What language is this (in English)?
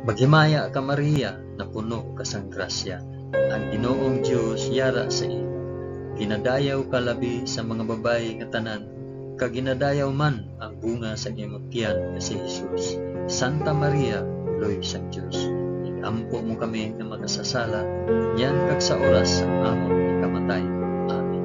Hiligaynon